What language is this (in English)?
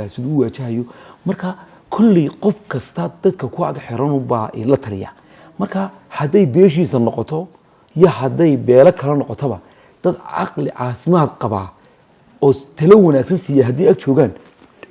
Somali